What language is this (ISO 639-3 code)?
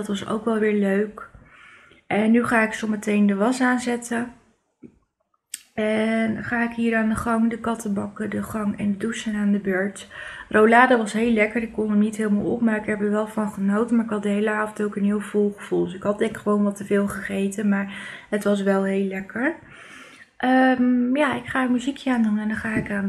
nld